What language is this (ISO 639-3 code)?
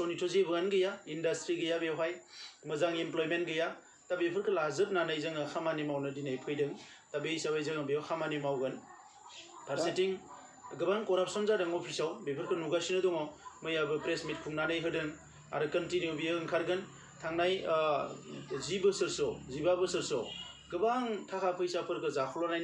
brx